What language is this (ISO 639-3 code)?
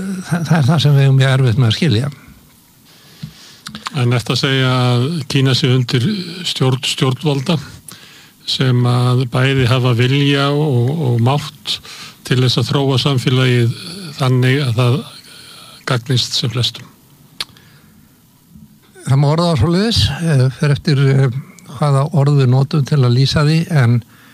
isl